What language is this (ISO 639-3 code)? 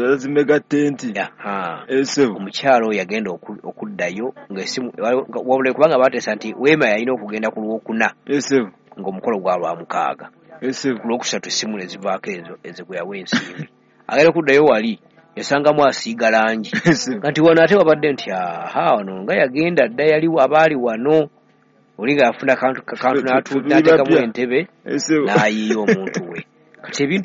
lug